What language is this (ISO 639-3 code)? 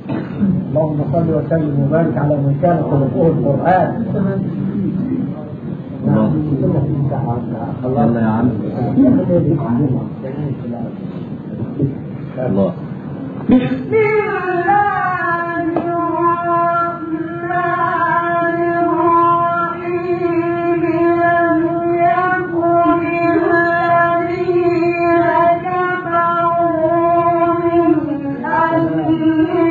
ara